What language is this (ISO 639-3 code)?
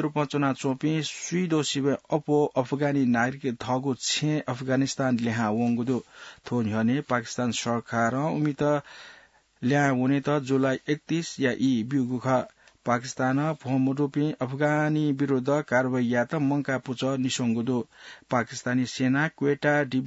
new